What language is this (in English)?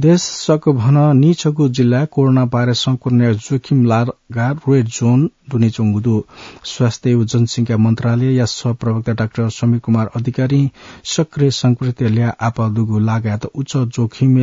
Newari